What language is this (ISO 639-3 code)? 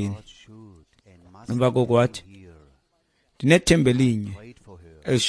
xho